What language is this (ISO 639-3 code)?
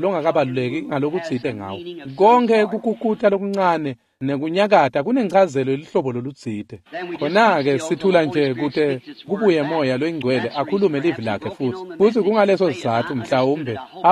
ssw